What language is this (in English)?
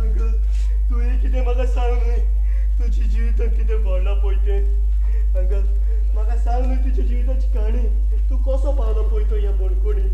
Konkani